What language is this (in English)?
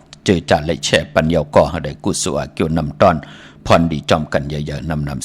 Shan